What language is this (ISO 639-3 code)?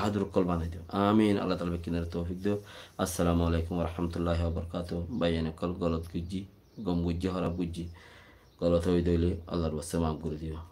rhg